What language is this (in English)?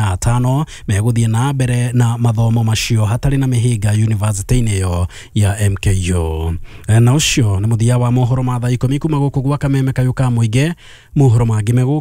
Kikuyu